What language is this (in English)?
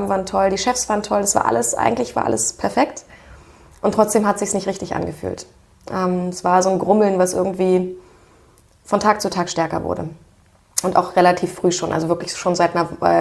German